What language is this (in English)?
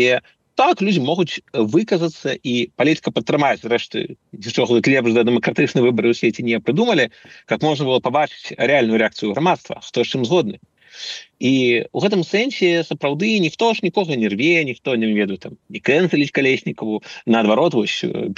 Belarusian